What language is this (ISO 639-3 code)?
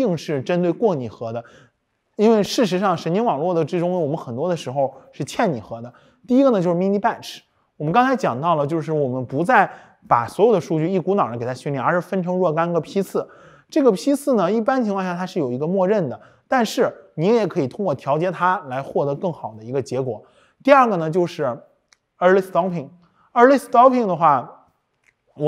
zho